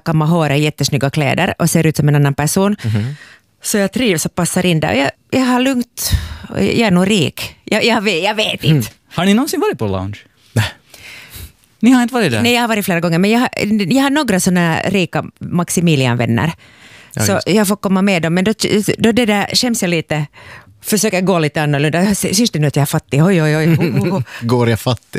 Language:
Swedish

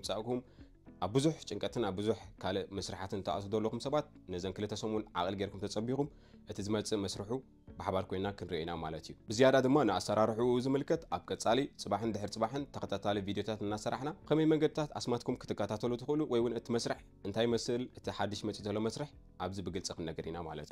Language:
Tigrinya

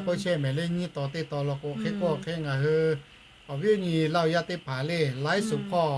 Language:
Lahu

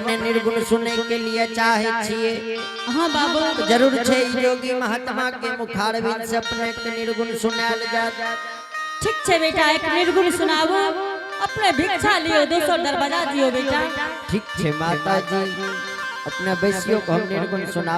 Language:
Angika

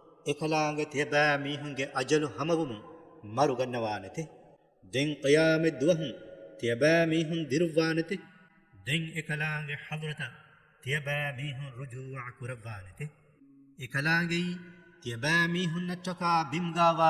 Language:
Divehi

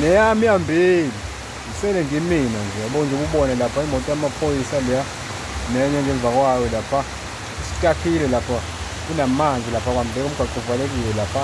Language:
Zulu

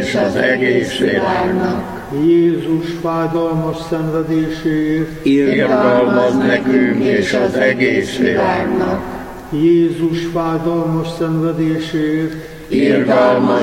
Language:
Hungarian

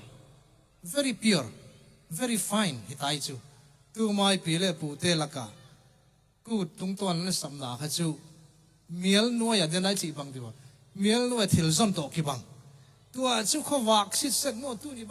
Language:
Tedim Chin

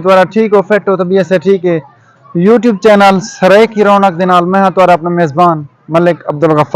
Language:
Saraiki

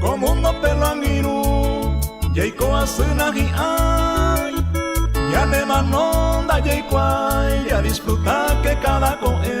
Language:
Guarani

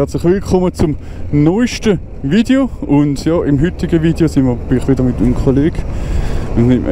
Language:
Swiss German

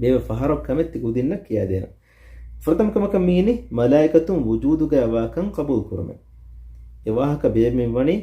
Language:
Divehi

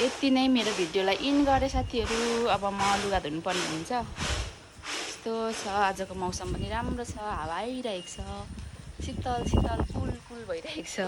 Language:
Nepali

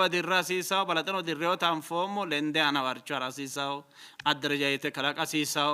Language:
Sidamo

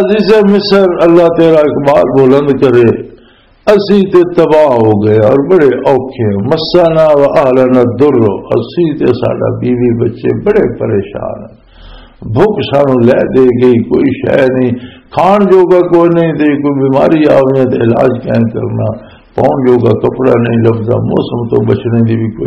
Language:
Western Panjabi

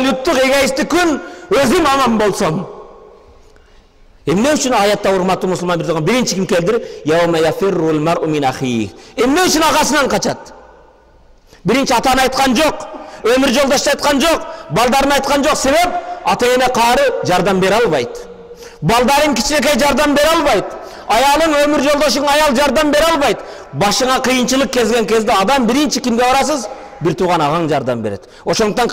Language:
Kyrgyz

